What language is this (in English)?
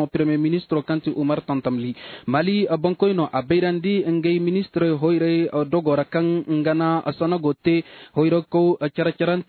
Zarma